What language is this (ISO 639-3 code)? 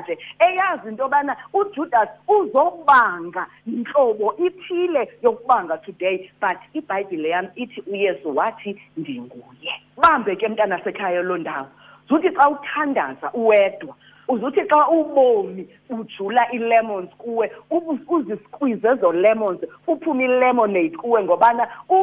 xho